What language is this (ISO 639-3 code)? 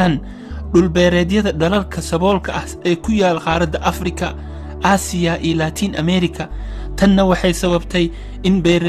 som